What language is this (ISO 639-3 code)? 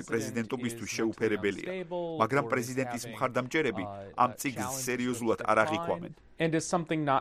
kat